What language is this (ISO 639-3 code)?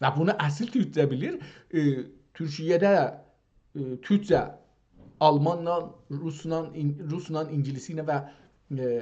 azb